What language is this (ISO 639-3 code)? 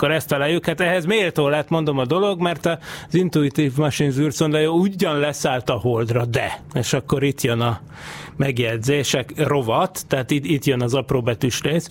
hun